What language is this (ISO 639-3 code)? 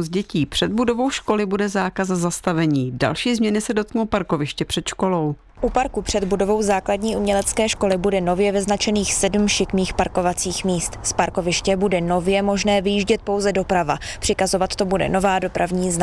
ces